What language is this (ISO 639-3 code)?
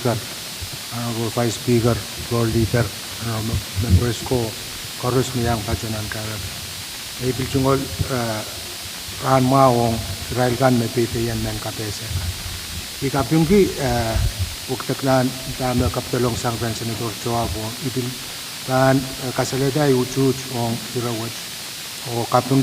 pon